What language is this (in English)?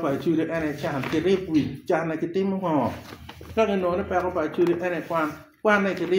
Acoli